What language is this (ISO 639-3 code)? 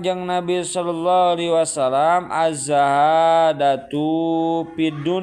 sun